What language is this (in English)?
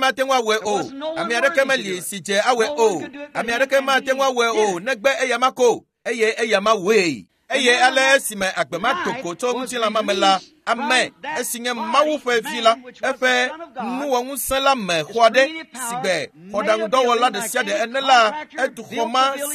Ewe